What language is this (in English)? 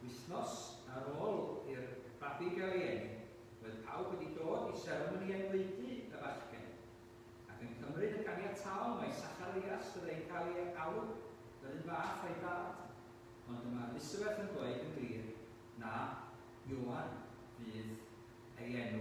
Welsh